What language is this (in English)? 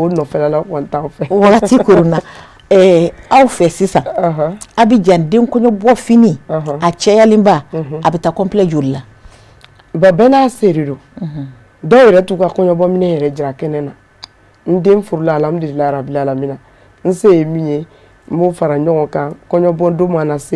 Bambara